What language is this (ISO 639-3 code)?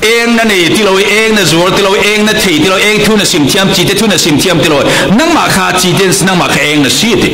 cfm